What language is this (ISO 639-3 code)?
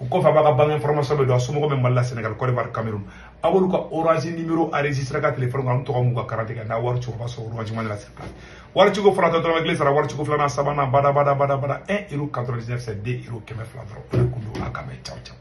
bam